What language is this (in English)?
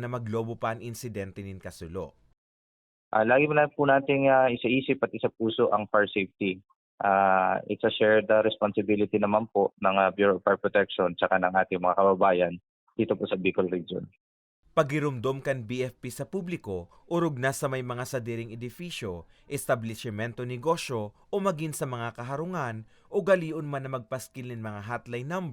Bikol